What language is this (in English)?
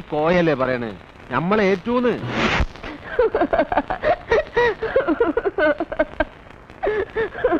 Malayalam